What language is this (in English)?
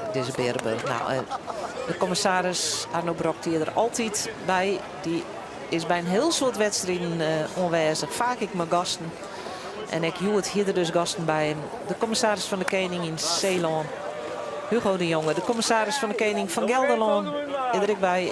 Western Frisian